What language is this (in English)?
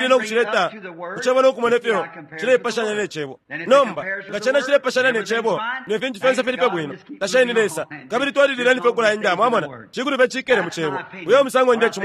Bemba